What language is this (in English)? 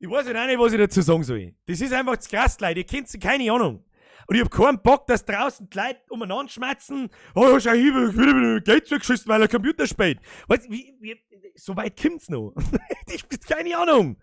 Bavarian